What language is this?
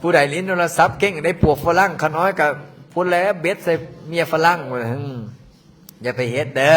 Lao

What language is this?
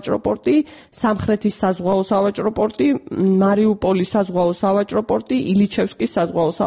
Georgian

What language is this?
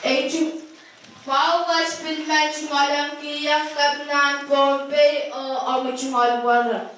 Pohnpeian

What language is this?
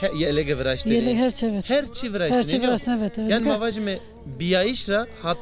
Zaza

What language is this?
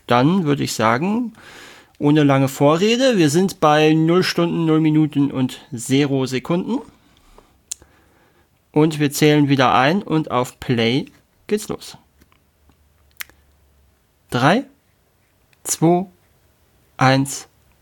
German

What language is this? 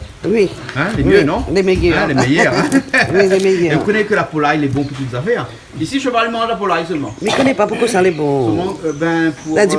Réunion Creole French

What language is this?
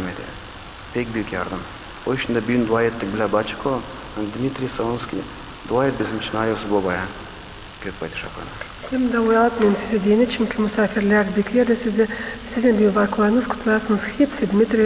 Gagauz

